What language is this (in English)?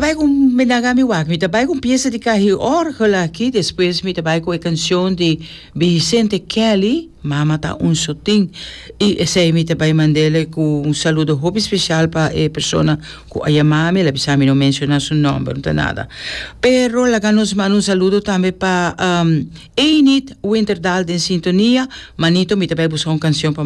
Papiamento